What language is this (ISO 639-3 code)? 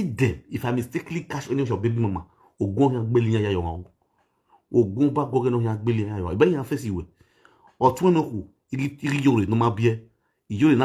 pcm